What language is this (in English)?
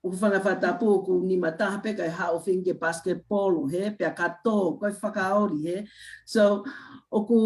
Tongan